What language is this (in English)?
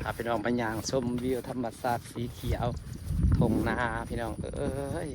Lao